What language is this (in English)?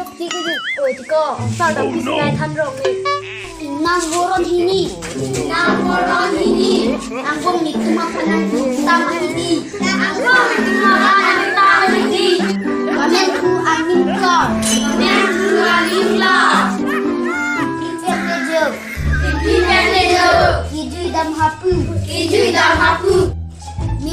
Karbi